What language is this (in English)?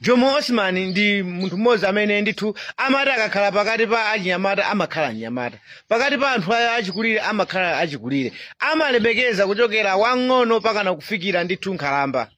Nyanja